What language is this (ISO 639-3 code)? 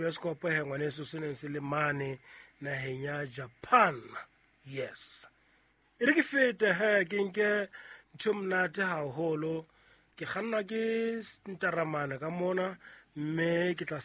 sot